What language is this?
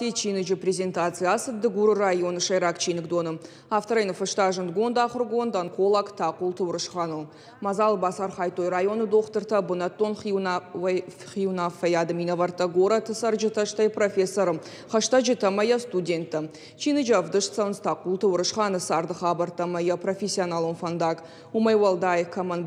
Ossetic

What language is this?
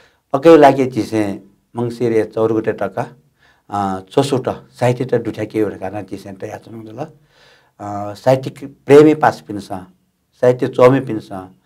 Newari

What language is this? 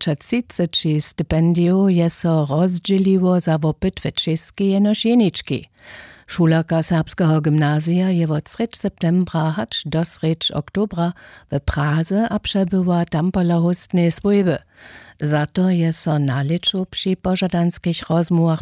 Upper Sorbian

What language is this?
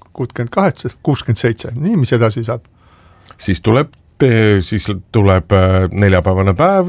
Estonian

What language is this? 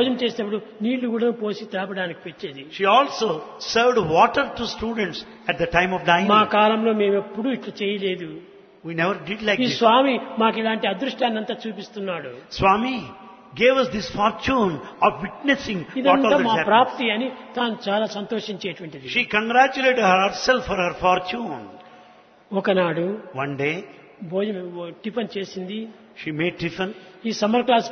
Telugu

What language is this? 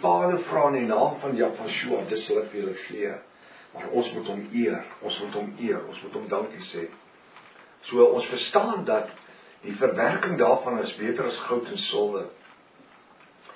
Afrikaans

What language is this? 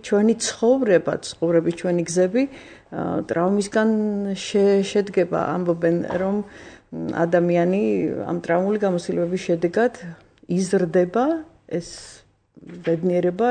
Georgian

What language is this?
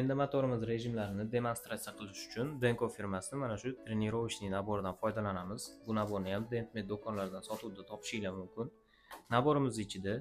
Uzbek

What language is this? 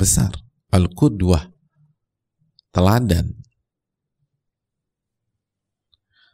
Indonesian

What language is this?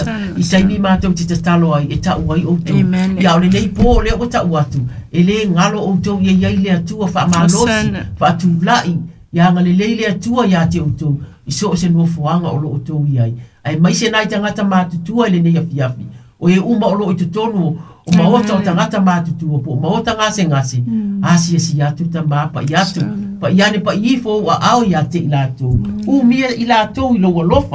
Samoan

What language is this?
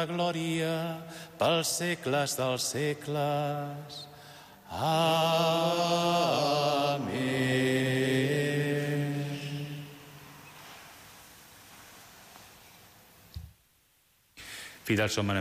Catalan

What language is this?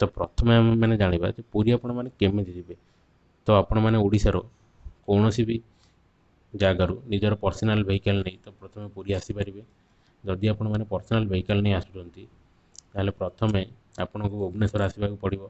Odia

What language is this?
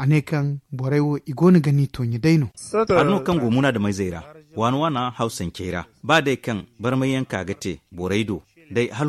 Zarma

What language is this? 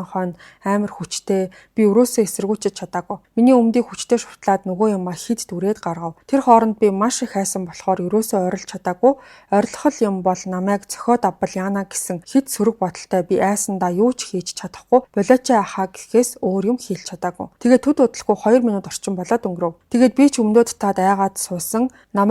Mongolian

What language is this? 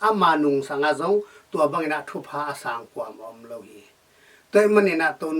Tedim Chin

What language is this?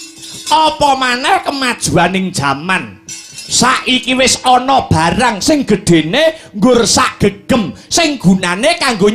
Javanese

